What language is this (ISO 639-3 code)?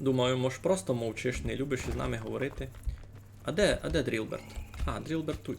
rue